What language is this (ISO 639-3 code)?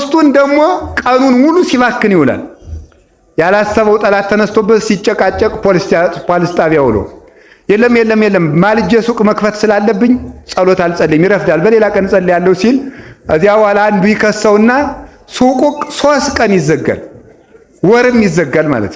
amh